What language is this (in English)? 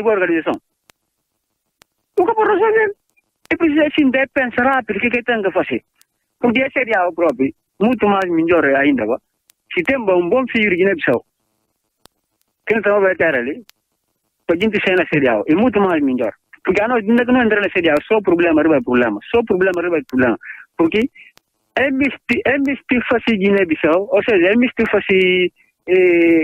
Portuguese